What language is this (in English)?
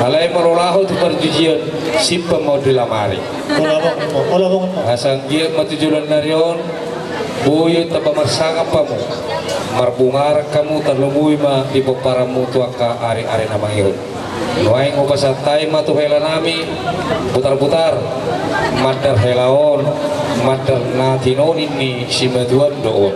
Batak Toba